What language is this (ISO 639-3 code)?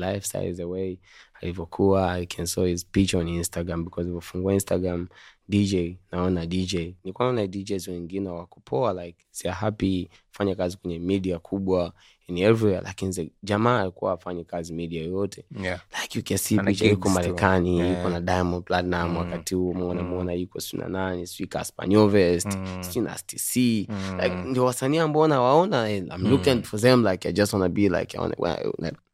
swa